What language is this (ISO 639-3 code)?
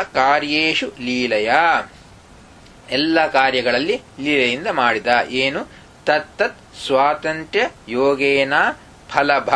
kan